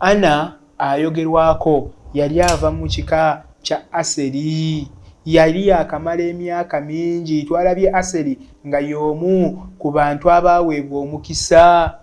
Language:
Ganda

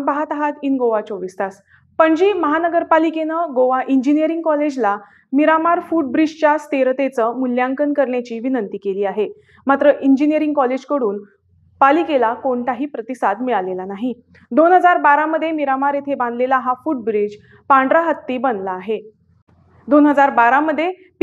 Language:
Marathi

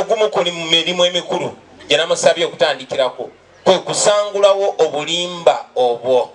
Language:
Ganda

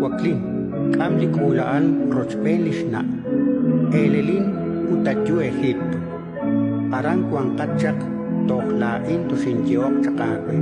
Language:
Kekchí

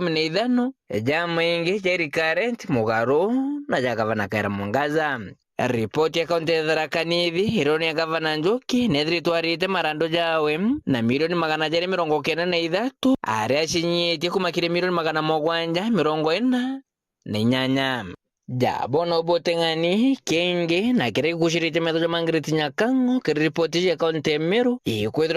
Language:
Meru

